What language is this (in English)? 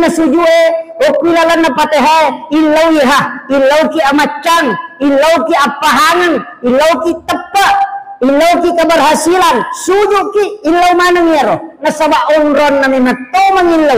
Buginese